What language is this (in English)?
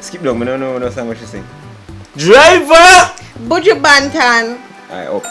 Jamaican Creole English